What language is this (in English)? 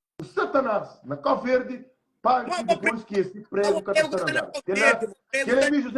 Kabuverdianu